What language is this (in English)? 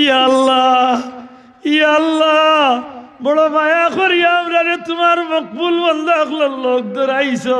Sylheti